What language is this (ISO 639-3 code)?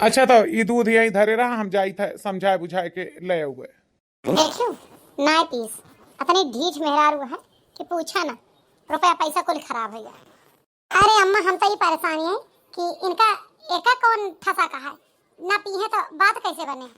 awa